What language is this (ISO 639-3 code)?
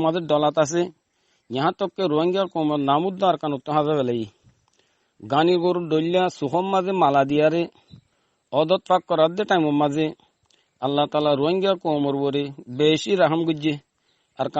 rhg